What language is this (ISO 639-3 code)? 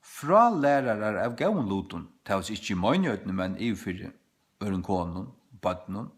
fao